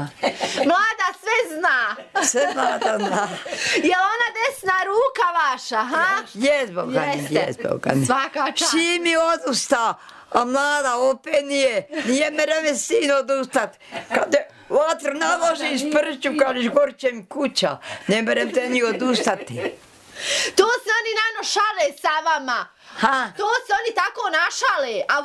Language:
Bosnian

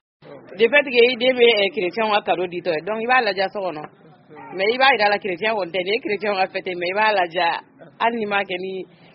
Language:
Bambara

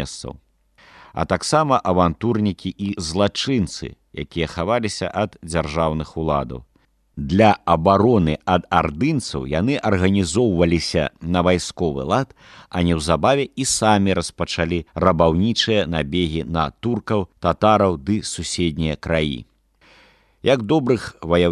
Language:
Belarusian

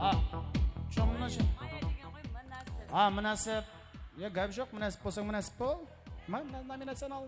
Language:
Kara-Kalpak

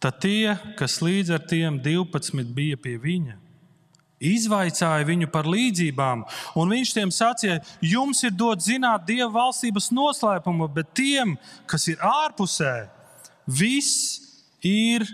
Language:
Latvian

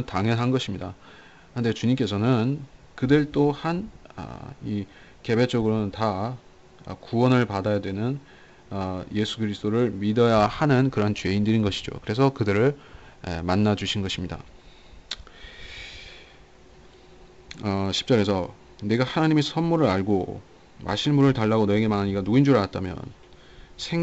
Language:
Korean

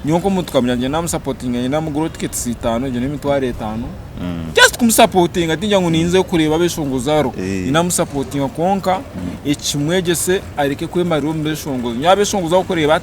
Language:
Nyankole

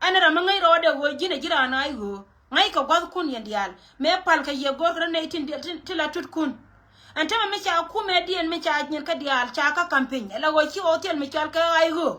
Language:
Nuer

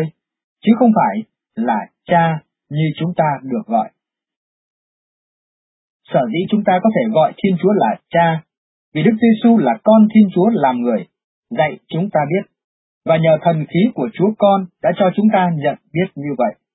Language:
Vietnamese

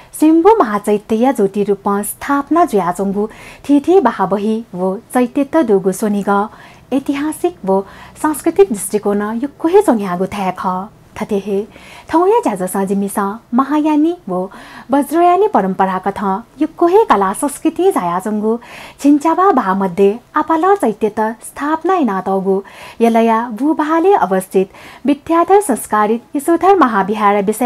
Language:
Newari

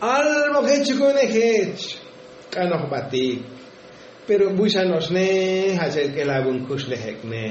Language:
Tzotzil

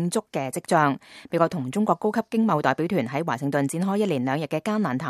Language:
Cantonese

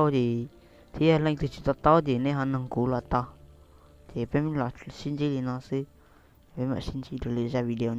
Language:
Hmong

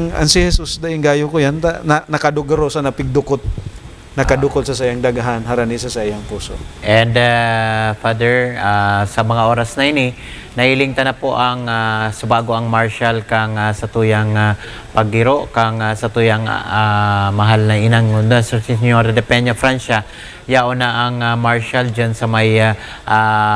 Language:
Bikol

